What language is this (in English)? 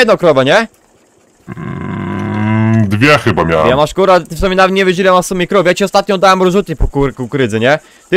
Polish